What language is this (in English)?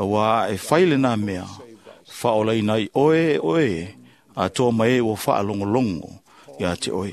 Samoan